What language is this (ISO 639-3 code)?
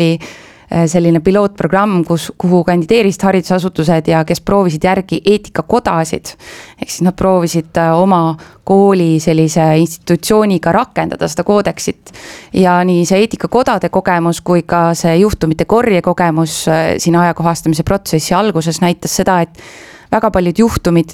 est